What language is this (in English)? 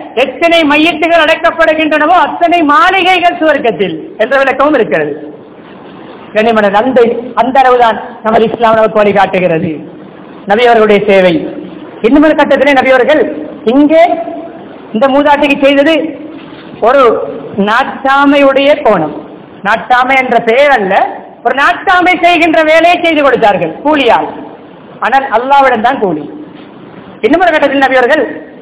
Tamil